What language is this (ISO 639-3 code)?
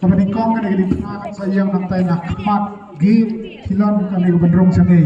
kha